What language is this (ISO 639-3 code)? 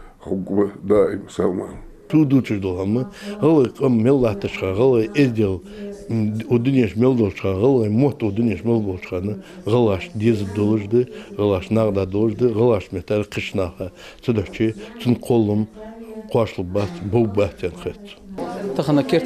inh